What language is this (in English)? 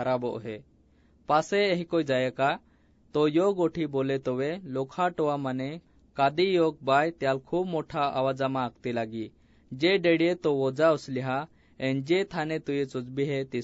Assamese